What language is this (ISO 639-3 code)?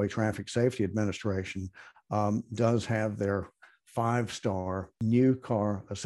eng